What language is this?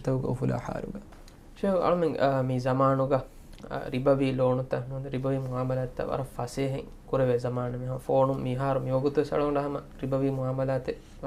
Divehi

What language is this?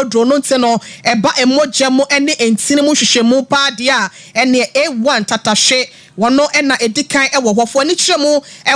Akan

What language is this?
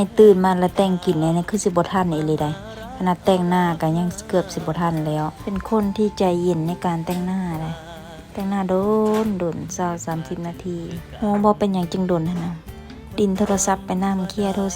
Lao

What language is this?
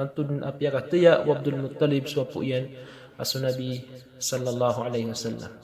Maranao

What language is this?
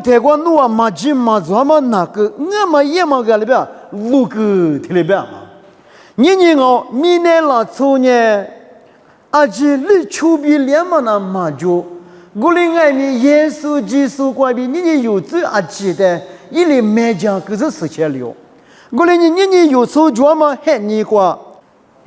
Lisu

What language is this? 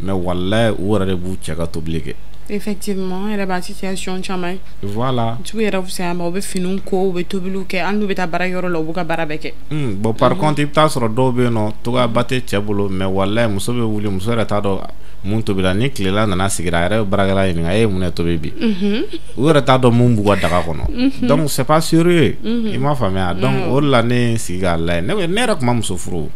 Bambara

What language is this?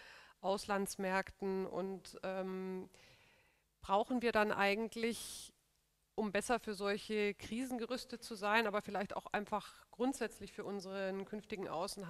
German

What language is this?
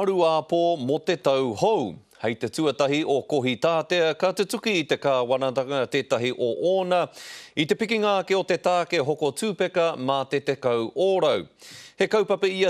Māori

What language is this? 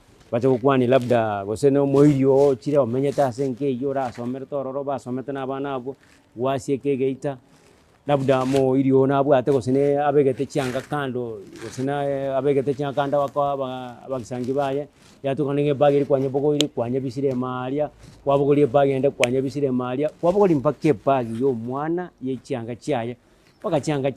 Gusii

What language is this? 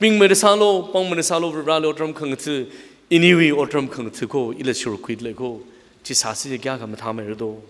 Tangkhul Naga (India)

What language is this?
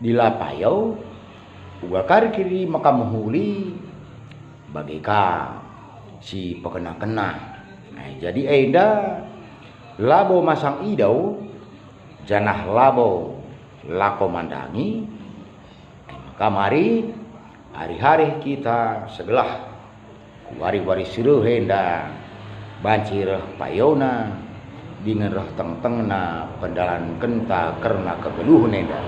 Batak Karo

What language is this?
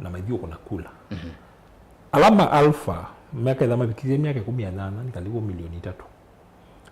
Kamba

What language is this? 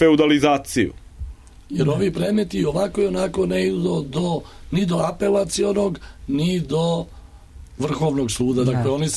Serbian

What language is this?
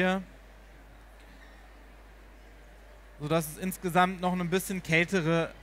German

